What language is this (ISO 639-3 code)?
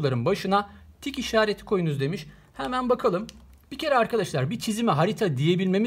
tur